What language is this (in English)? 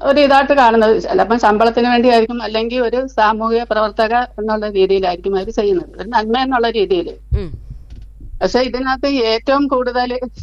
Malayalam